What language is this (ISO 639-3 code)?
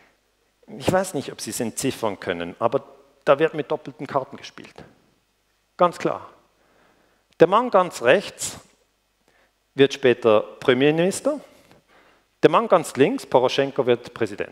deu